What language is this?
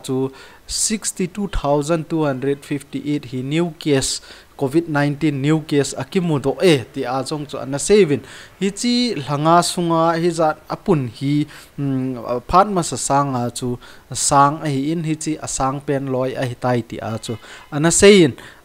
Thado Chin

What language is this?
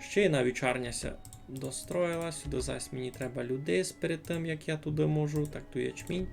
Rusyn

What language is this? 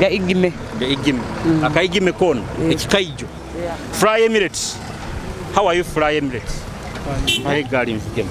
Nyoro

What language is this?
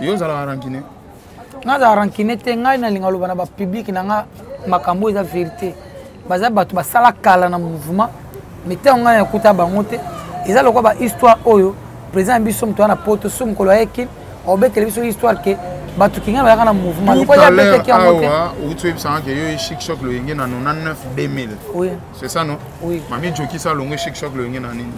Lingala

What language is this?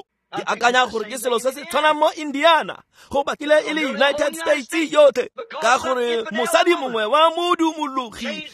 Tswana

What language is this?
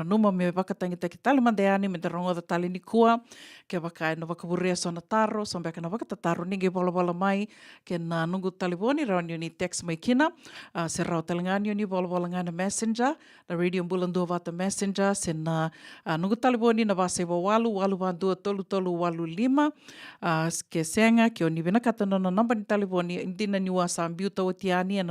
Fijian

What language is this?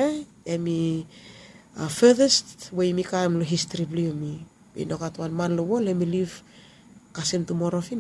Bislama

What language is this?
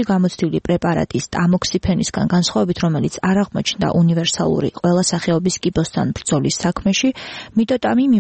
Georgian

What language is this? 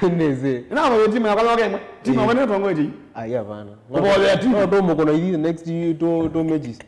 Kamba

